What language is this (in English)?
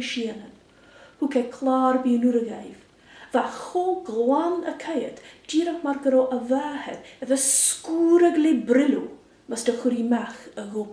Scottish Gaelic